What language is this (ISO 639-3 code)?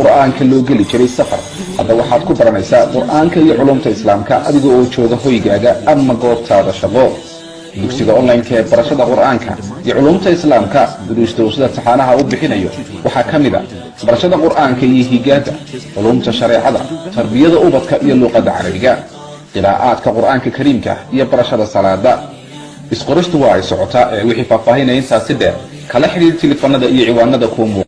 som